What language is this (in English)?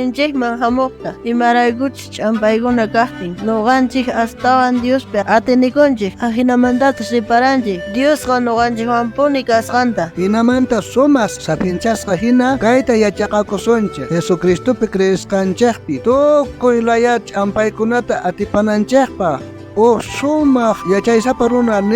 South Bolivian Quechua